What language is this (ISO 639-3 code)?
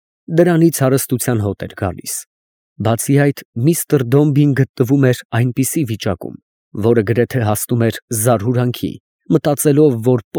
hye